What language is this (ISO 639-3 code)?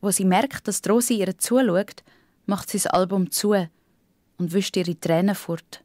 gsw